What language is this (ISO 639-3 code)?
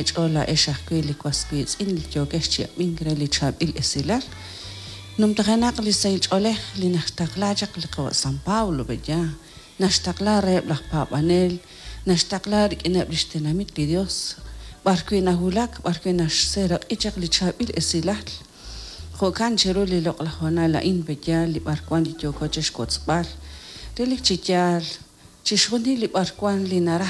kek